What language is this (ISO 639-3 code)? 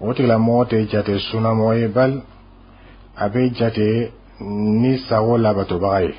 bam